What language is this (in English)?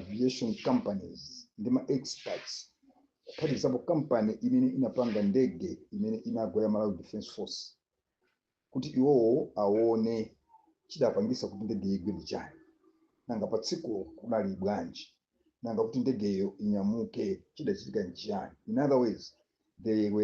Nyanja